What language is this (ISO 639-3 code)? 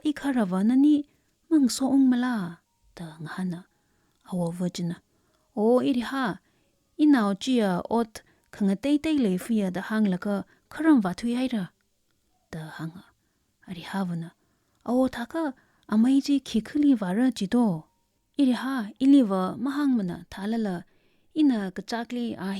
nmf